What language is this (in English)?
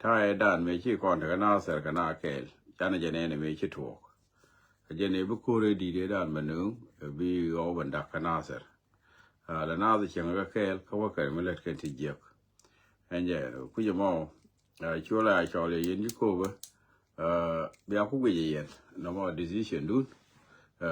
Nuer